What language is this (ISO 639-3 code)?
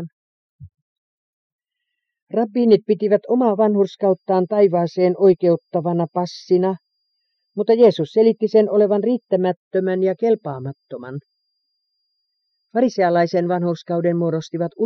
fin